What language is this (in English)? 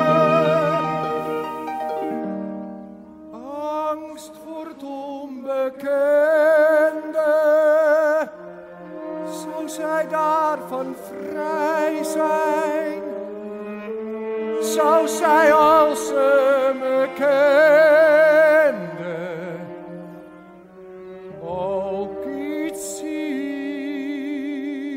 Dutch